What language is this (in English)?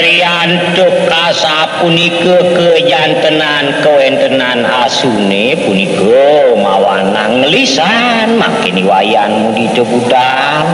Balinese